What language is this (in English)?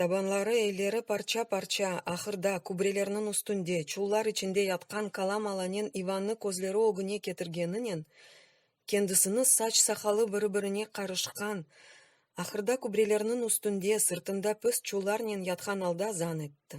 Crimean Tatar